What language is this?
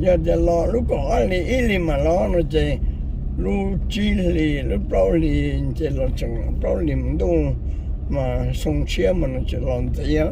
Hmong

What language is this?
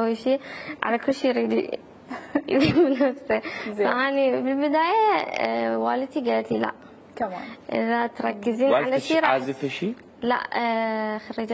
Mesopotamian Arabic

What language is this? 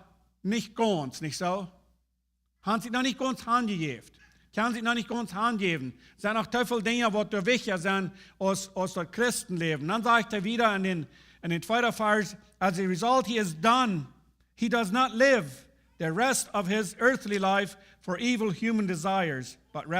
Plautdietsch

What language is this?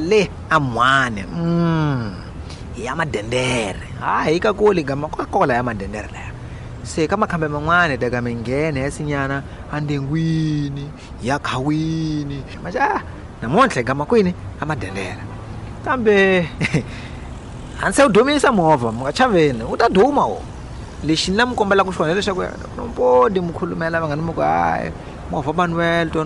Tsonga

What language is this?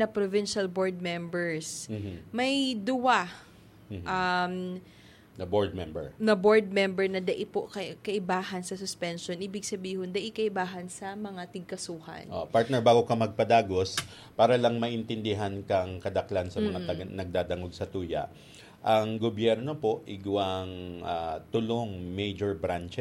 Bikol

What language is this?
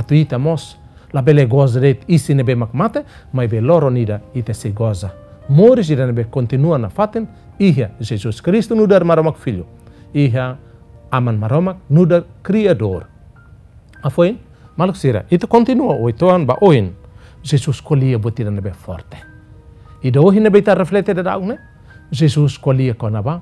Tetum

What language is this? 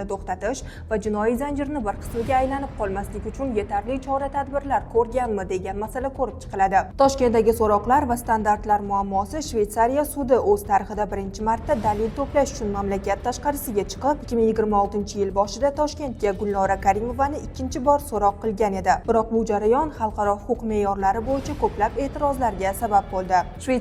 Uzbek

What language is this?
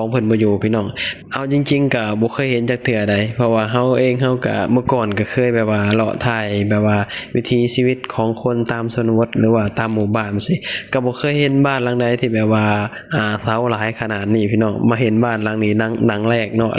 Lao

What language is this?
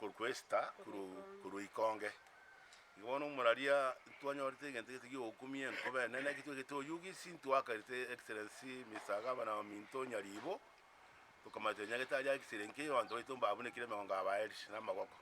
Gusii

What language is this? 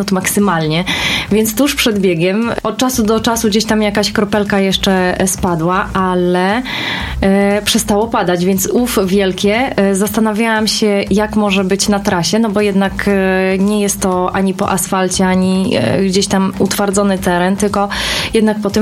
Polish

